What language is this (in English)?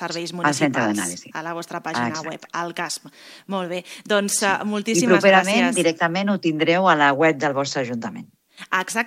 Catalan